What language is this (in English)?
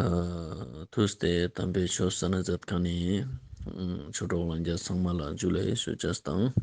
Ladakhi